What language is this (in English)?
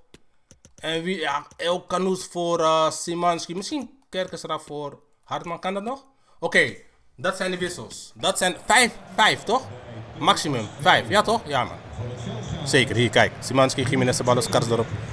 Dutch